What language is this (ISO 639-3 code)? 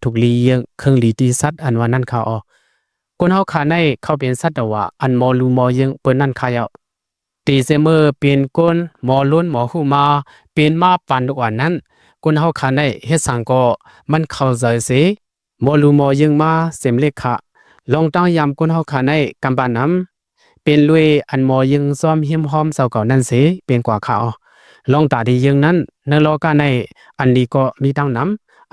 shn